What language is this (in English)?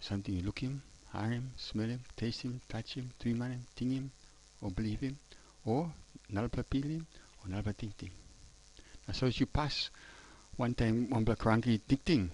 Tok Pisin